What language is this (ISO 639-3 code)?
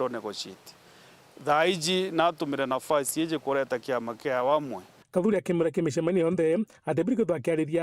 mer